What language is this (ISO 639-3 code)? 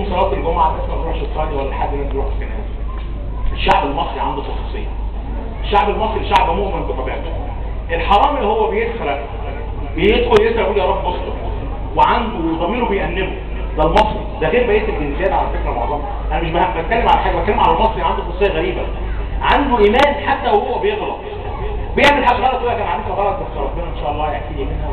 arz